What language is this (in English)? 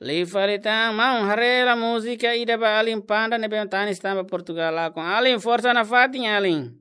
Tetum